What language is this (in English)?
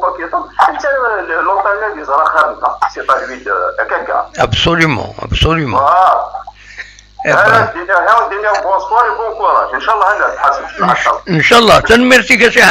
Kabyle